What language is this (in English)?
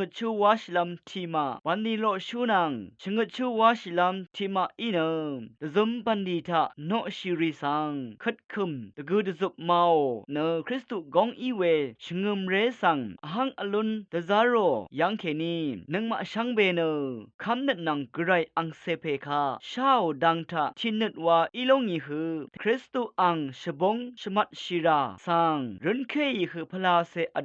Rawang